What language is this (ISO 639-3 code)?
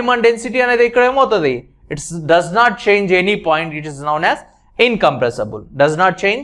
tel